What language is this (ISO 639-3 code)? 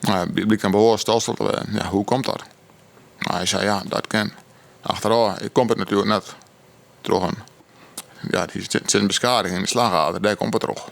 fry